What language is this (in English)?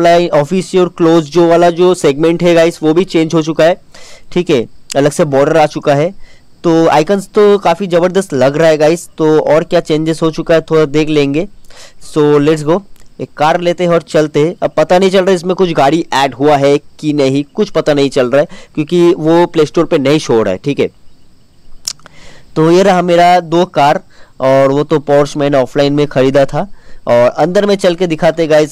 Hindi